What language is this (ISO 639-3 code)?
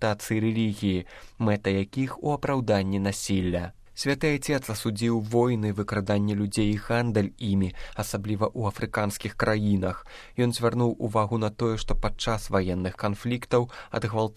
bel